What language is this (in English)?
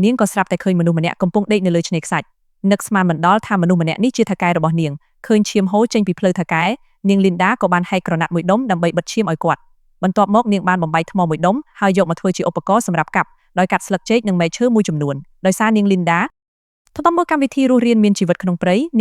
Khmer